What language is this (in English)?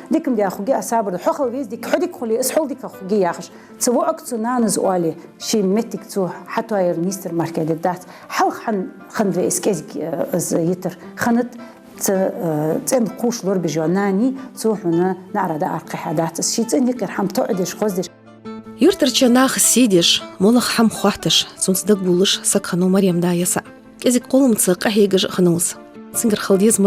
Ingush